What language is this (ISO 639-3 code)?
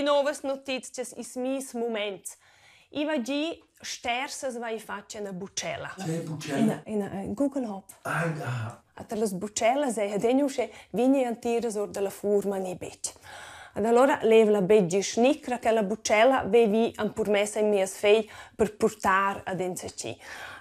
roh